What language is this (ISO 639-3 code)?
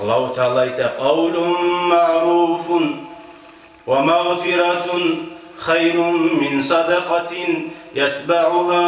kum